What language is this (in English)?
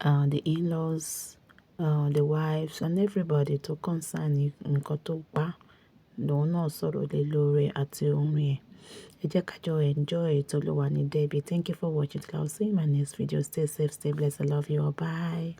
Yoruba